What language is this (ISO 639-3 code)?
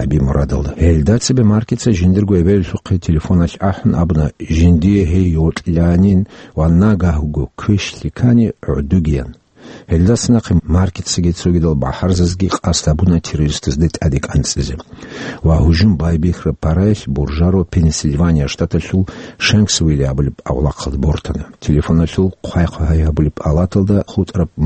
ava